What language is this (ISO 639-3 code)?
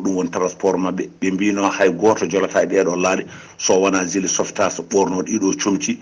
ful